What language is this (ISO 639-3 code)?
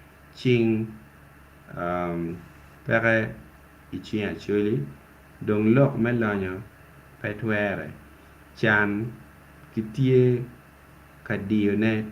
ach